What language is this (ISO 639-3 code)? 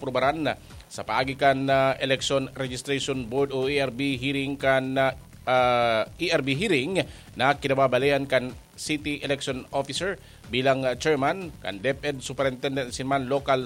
bik